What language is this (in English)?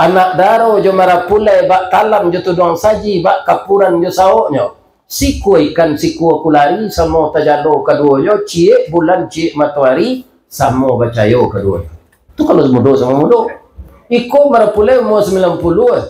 Minangkabau